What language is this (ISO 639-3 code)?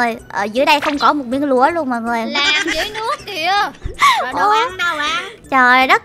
vie